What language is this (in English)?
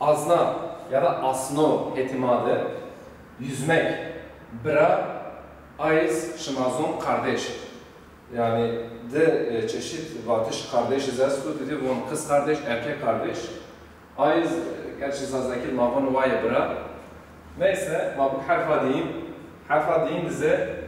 Zaza